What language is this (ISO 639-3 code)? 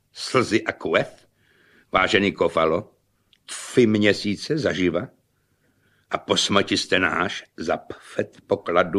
ces